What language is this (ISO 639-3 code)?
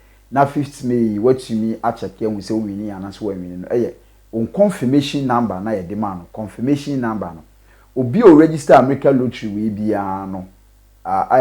aka